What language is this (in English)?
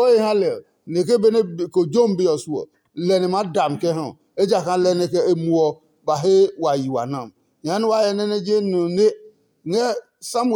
Adangme